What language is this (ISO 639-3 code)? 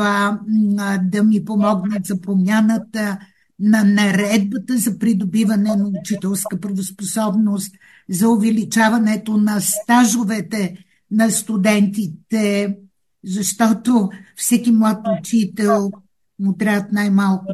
bul